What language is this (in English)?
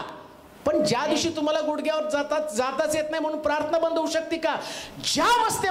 Marathi